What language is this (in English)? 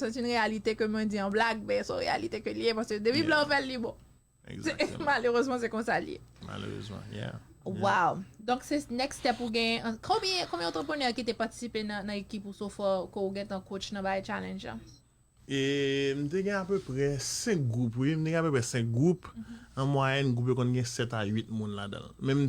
Haitian Creole